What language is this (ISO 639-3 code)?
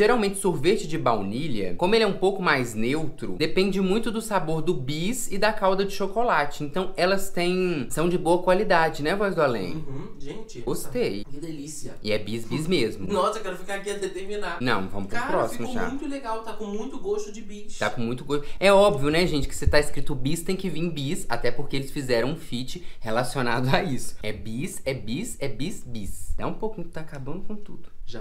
por